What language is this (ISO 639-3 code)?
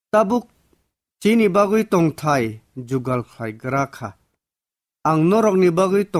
trp